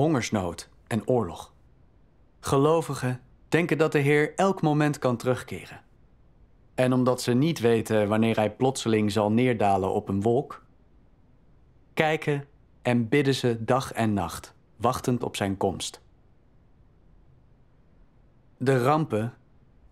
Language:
Dutch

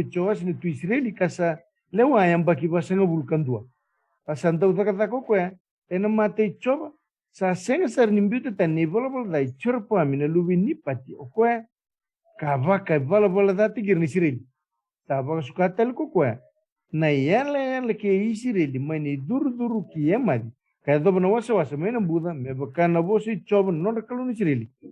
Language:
Fijian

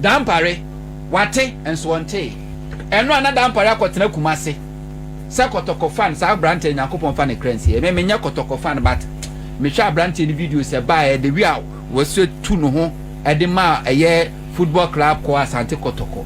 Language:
Akan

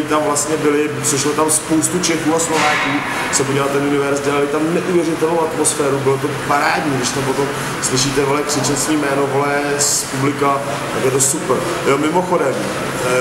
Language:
Czech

